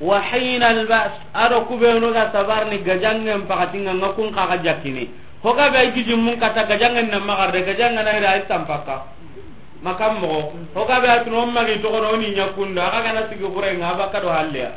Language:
Soninke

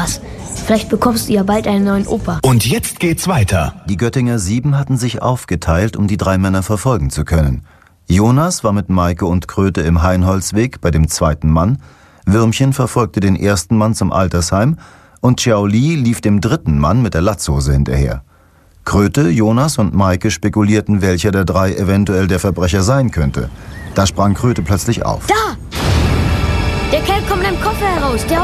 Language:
German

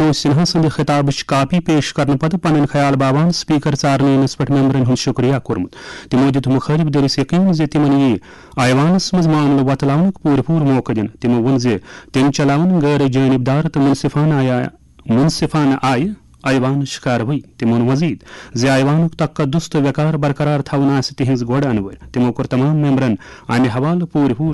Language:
Kashmiri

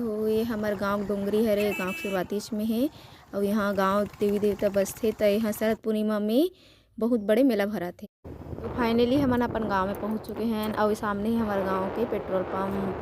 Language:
Chhattisgarhi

